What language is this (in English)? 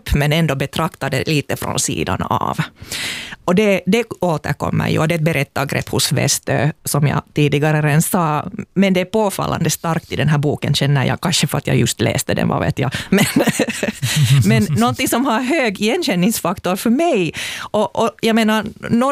Swedish